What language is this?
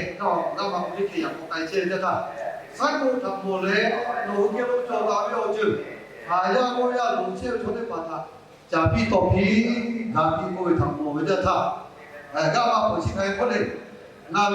Lahu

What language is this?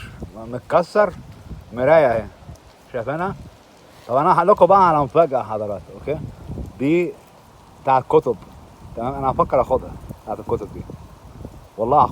Egyptian Arabic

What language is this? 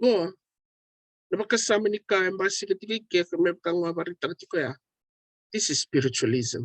Fijian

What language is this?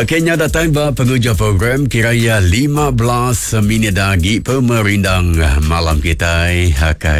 Iban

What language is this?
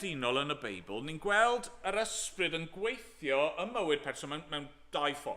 Welsh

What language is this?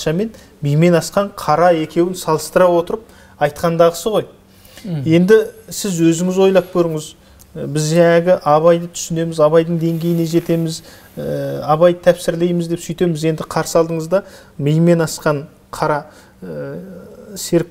Kazakh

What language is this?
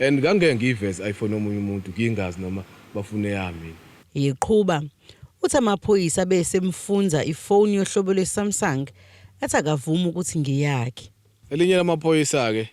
Zulu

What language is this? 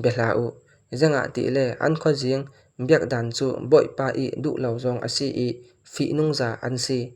Falam Chin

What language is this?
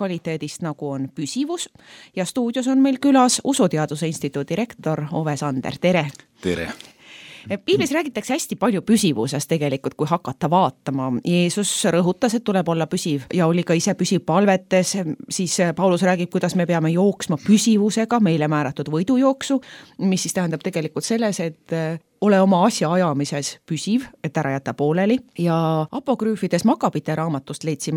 Estonian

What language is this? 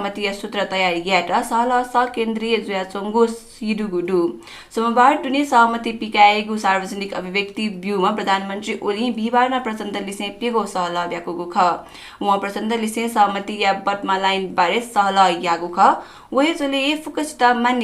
Newari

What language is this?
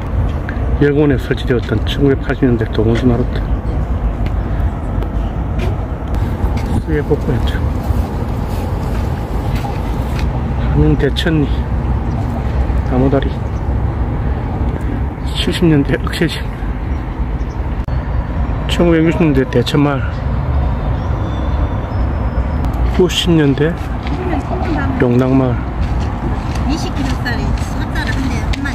Korean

